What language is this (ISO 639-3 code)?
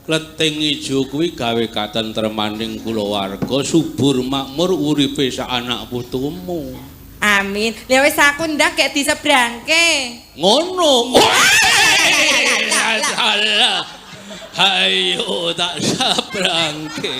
jav